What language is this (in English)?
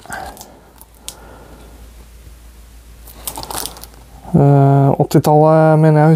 Norwegian